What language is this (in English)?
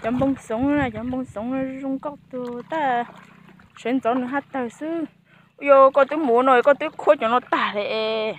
Hmong